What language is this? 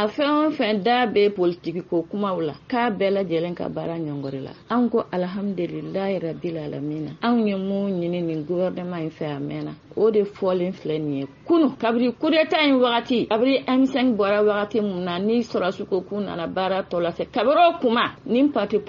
Bambara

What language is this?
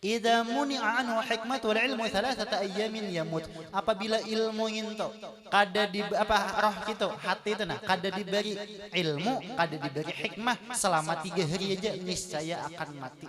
Banjar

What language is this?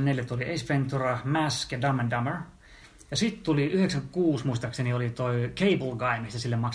Finnish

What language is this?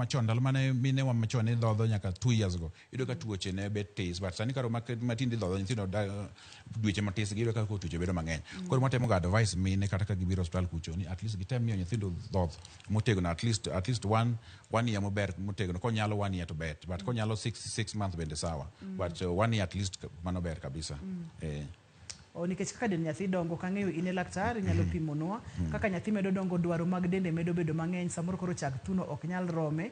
Luo (Kenya and Tanzania)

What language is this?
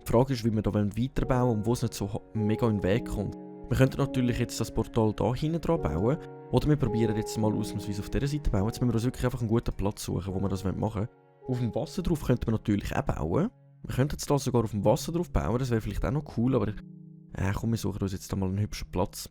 Swiss German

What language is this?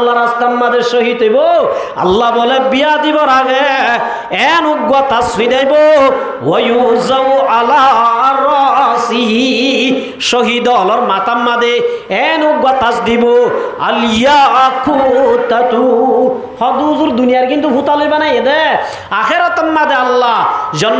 Rohingya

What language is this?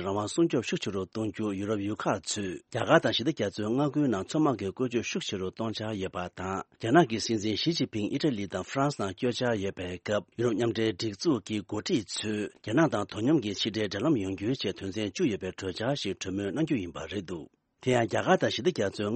Tibetan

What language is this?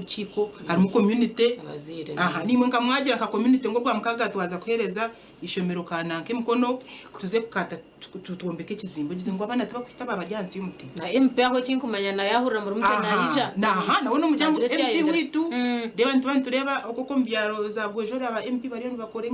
Nyankole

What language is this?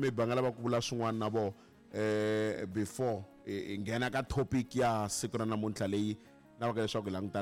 Tsonga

